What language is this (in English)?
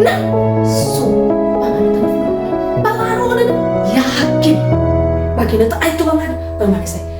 Nias